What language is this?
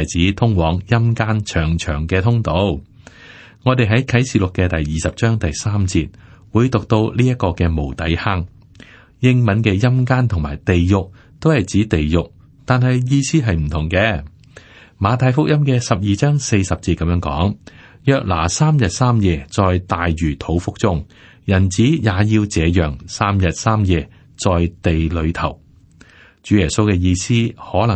Cantonese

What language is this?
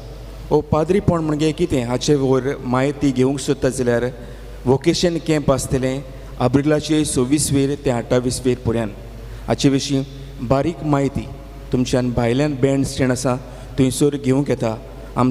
Konkani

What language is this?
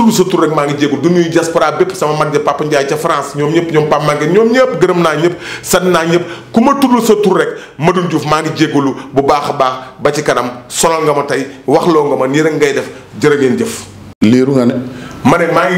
Wolof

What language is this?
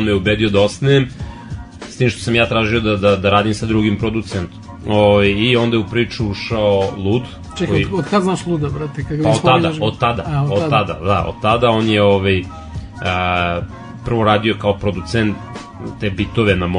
Serbian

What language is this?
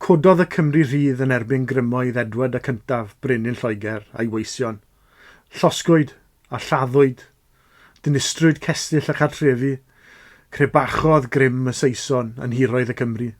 Welsh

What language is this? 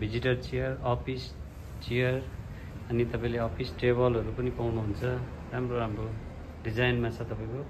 Nepali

